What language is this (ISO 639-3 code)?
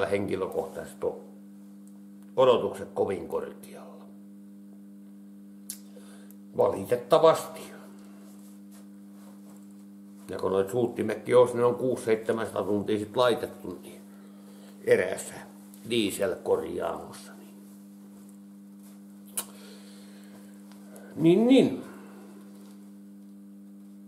fin